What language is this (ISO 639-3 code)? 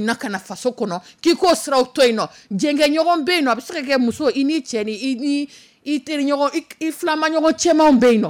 dyu